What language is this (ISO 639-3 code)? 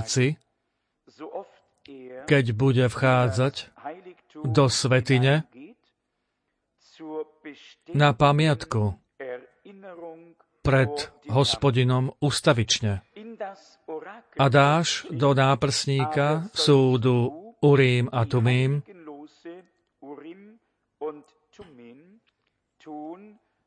slk